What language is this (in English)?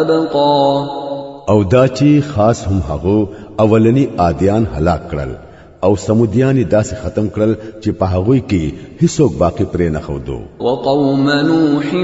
Pashto